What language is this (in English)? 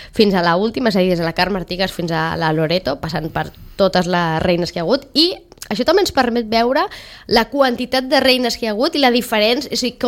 Catalan